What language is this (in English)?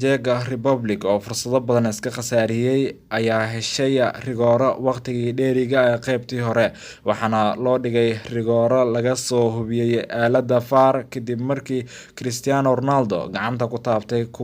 Somali